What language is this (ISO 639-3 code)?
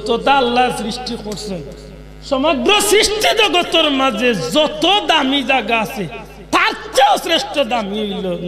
syl